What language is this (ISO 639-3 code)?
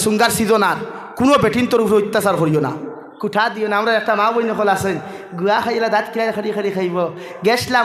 syl